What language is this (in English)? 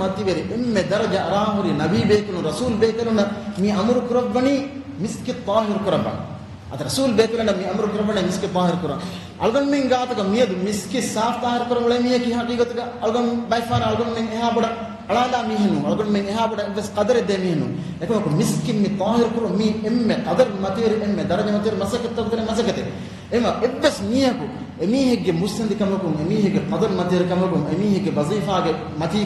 Divehi